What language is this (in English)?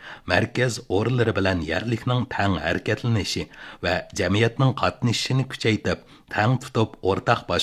Uyghur